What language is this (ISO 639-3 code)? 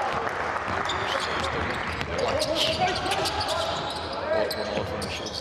hrv